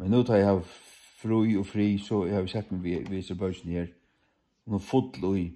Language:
Faroese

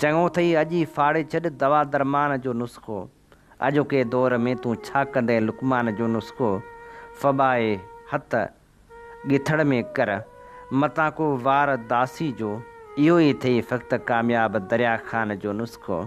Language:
Sindhi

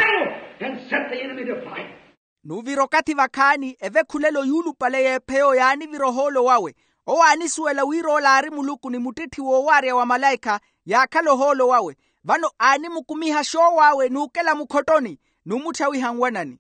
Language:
Makhuwa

